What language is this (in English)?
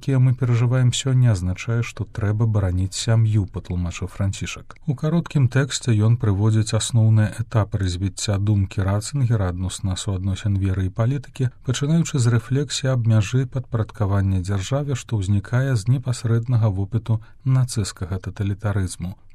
Belarusian